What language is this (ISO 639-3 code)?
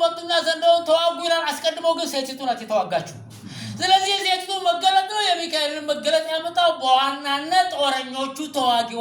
amh